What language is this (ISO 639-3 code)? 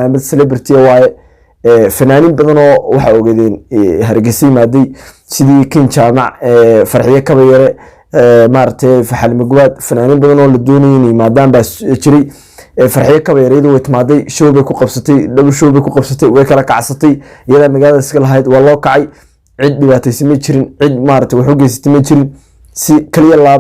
som